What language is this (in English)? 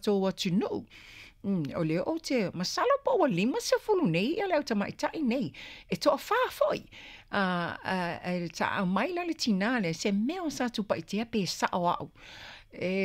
Samoan